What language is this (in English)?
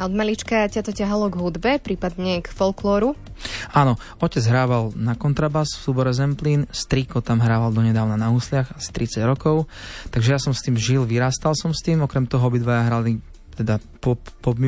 Slovak